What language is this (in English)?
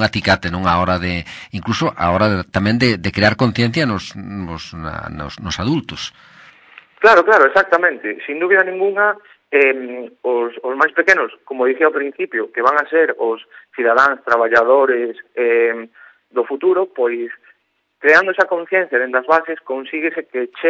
Galician